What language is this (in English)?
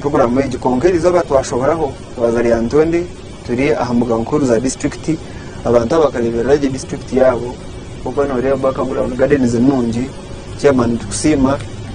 Nyankole